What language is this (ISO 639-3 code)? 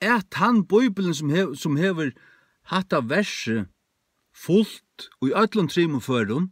fao